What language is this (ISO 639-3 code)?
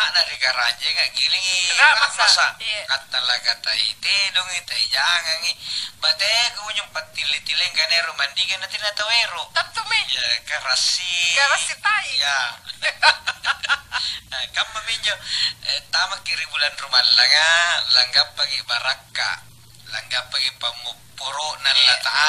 mak